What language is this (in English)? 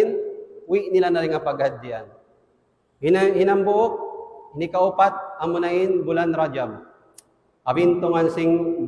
Tausug